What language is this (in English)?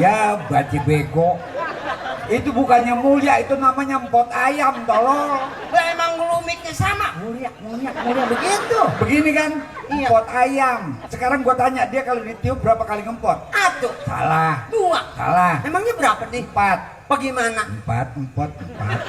Betawi